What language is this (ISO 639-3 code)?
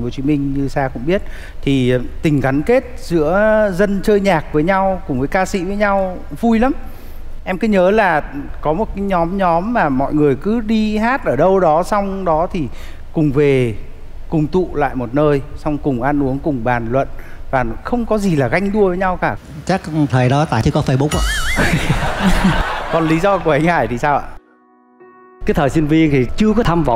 vie